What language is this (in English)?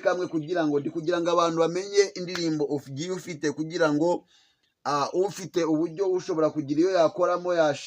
Kinyarwanda